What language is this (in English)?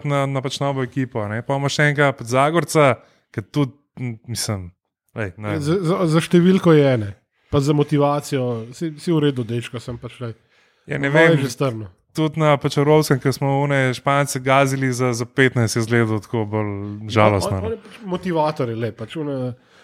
Slovenian